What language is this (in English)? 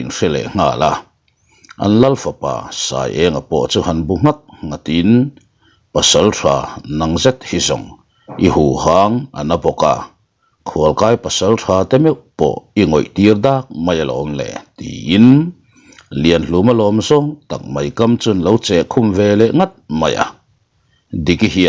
Mizo